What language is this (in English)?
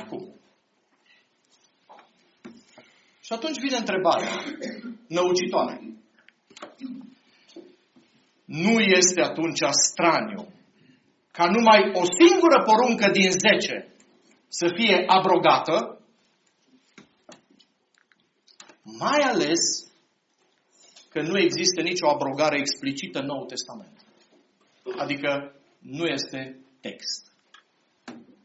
Romanian